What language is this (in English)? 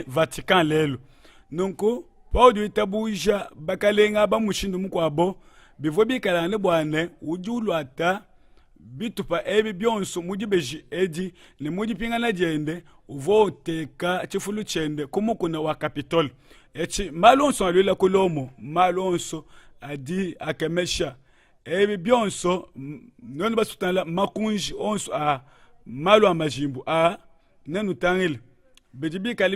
Luba-Lulua